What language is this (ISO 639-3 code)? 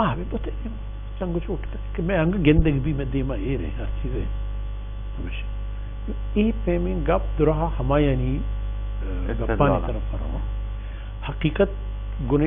bal